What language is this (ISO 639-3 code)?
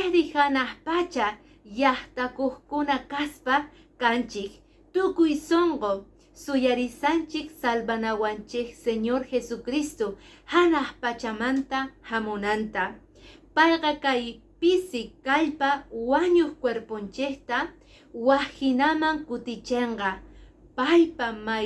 que